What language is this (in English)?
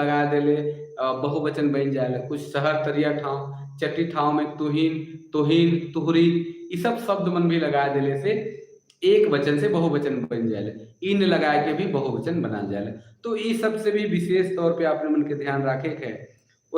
Sadri